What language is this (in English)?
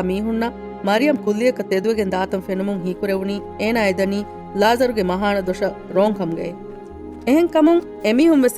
Divehi